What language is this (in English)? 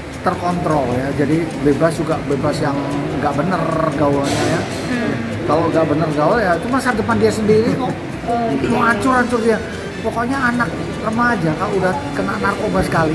Indonesian